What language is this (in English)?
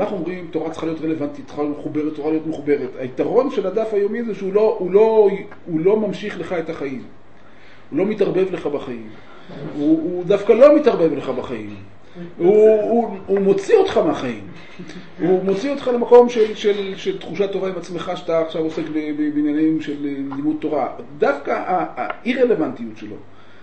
Hebrew